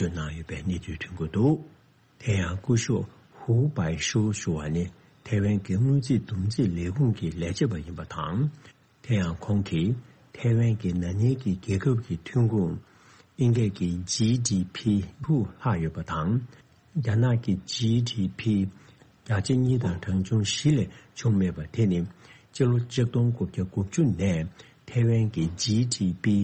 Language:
Tibetan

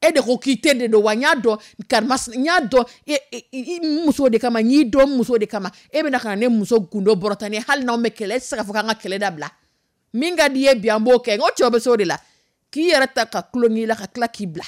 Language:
Dyula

